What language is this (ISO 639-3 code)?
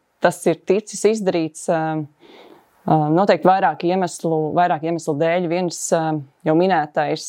lav